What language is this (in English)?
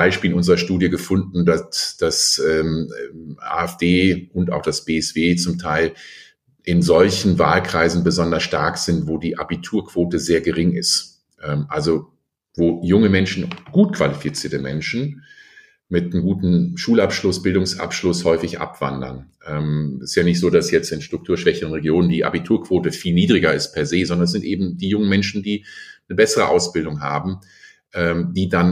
German